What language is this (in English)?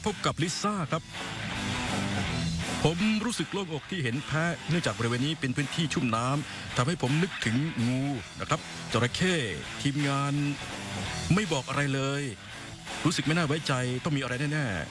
Thai